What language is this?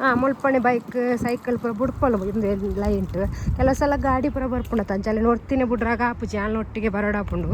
Tulu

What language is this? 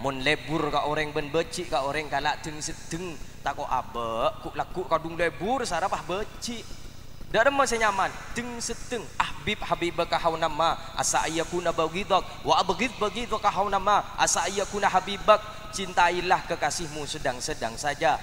Madurese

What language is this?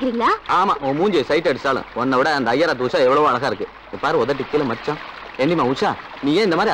Tamil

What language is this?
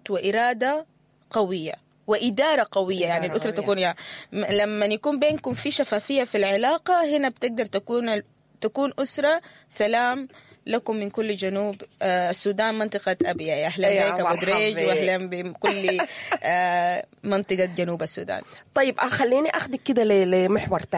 Sudanese Arabic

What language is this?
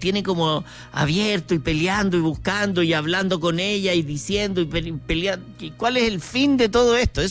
Spanish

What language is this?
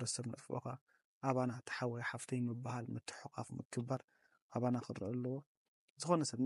Tigrinya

